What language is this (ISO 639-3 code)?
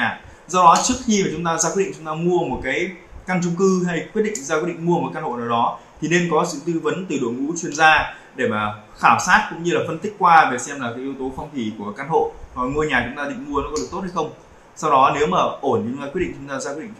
vie